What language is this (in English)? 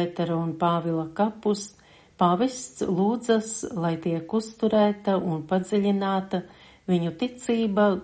Latvian